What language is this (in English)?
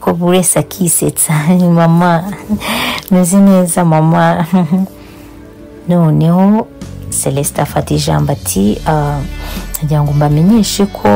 Kinyarwanda